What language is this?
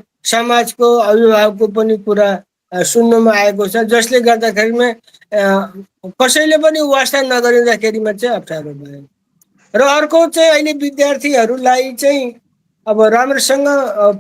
Nepali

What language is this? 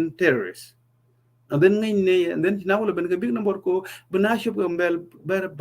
Nuer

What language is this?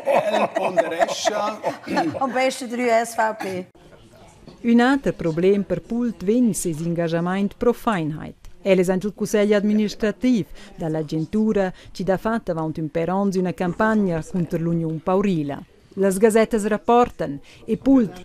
Romansh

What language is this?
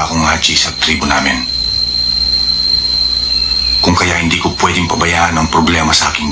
Filipino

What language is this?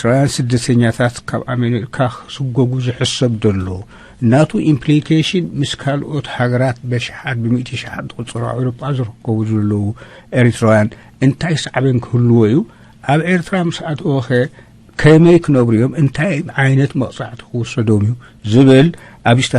Tigrinya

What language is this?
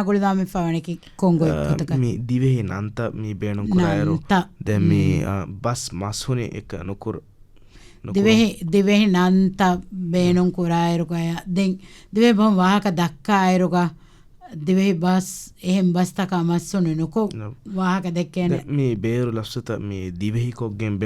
Divehi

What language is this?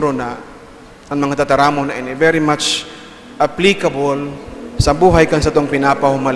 Bikol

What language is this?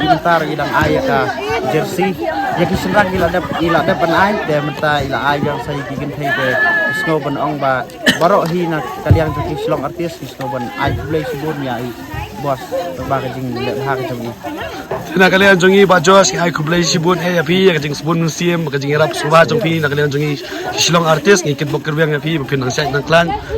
Khasi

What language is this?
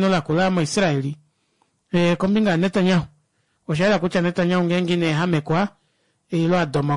Kuanyama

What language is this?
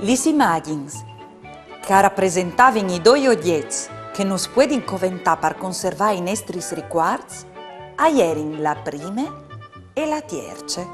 Friulian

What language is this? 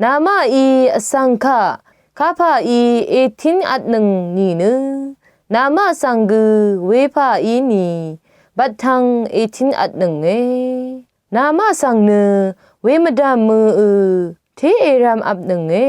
Rawang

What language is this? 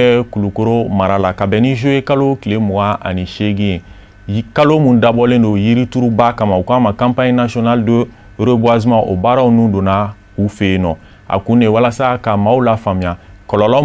Bambara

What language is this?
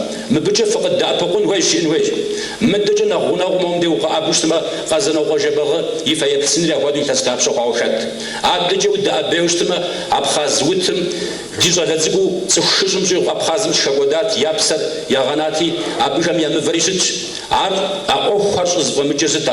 Kabardian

